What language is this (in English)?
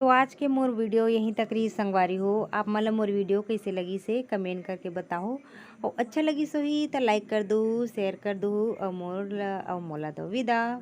Chhattisgarhi